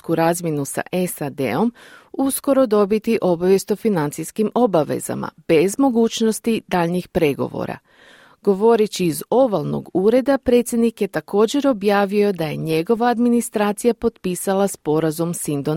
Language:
Croatian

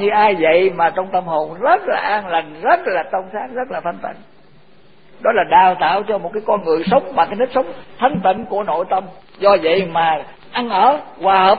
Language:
Vietnamese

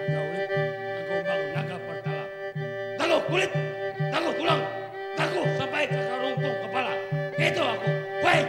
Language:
Banjar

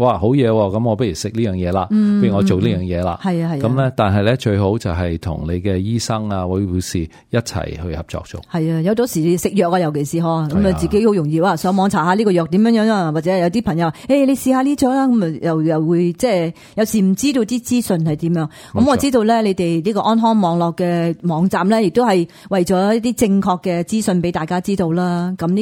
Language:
Cantonese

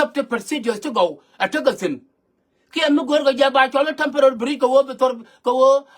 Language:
Nuer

